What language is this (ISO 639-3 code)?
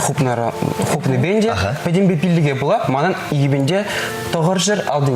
chv